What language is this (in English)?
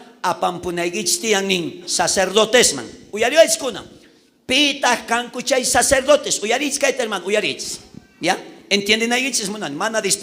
South Bolivian Quechua